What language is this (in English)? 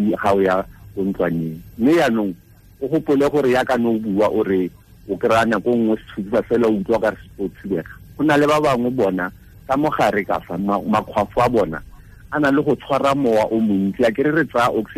Tswana